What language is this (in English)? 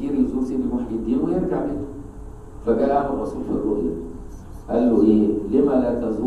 Arabic